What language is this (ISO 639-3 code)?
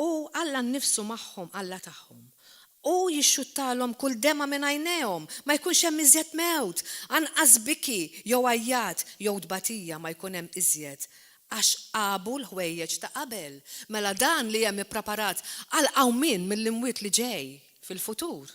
mlt